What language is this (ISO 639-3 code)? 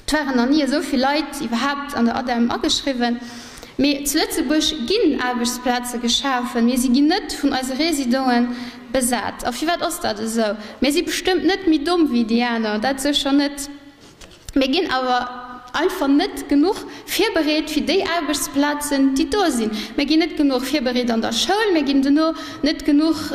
ltz